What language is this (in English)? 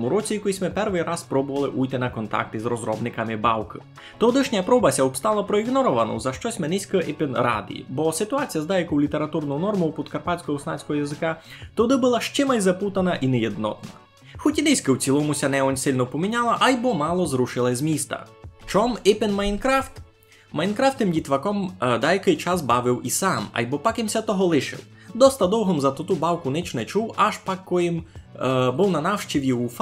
Rusyn